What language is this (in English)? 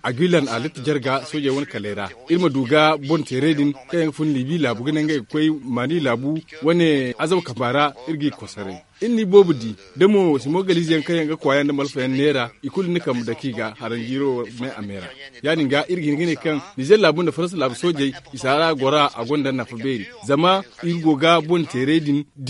Zarma